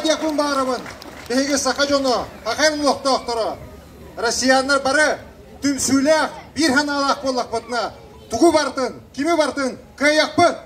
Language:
Yakut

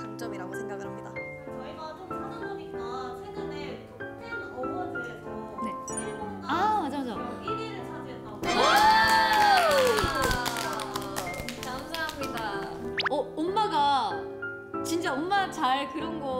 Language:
Korean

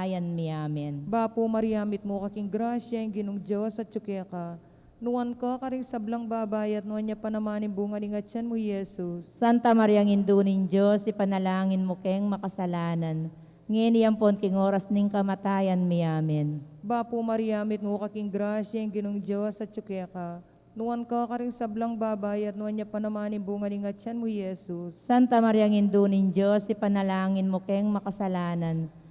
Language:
Pampanga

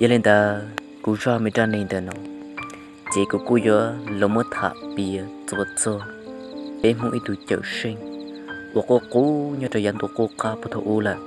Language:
Hmong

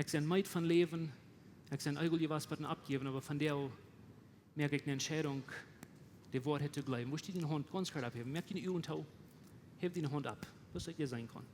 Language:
Plautdietsch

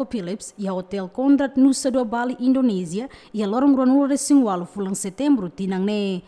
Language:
Tetum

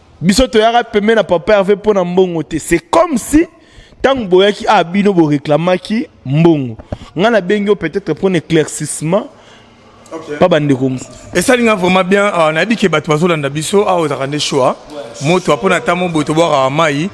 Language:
Lingala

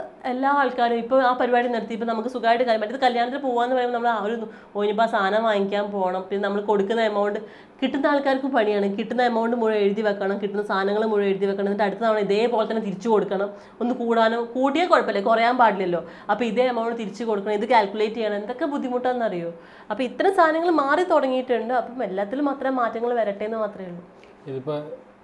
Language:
Malayalam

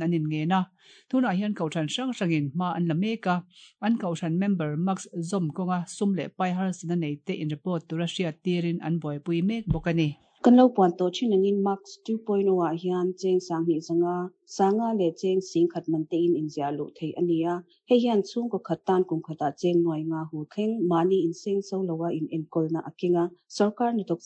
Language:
Mizo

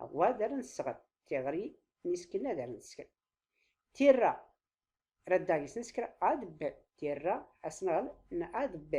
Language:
Tachelhit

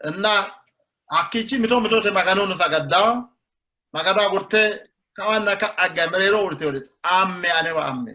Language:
Sidamo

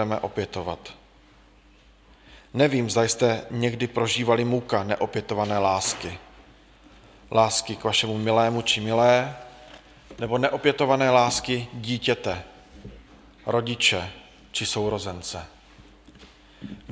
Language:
Czech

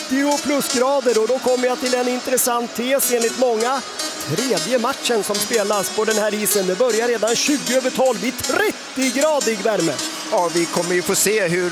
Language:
Swedish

